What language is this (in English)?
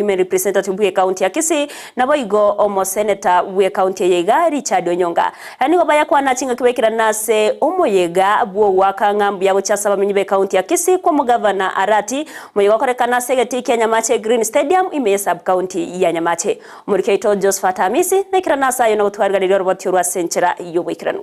Gusii